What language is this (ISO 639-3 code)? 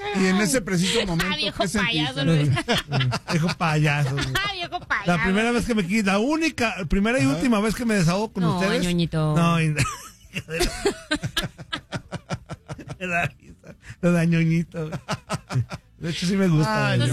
spa